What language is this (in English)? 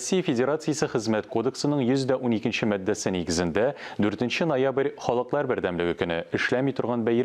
Tatar